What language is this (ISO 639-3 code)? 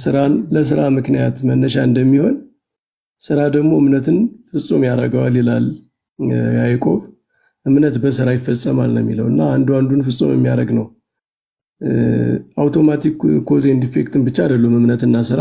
amh